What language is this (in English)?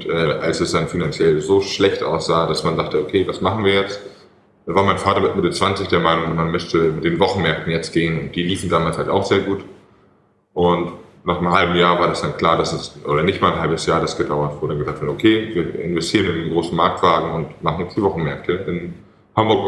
German